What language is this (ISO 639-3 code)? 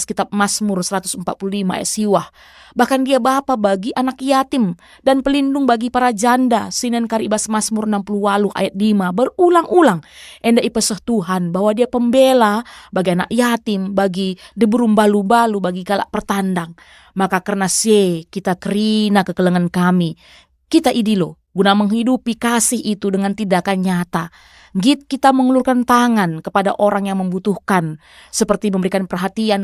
btx